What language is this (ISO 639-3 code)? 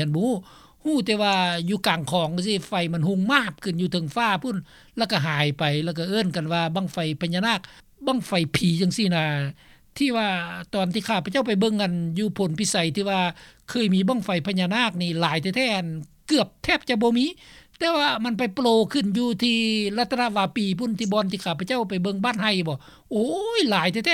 lao